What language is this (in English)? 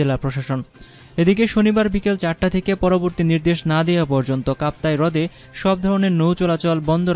Bangla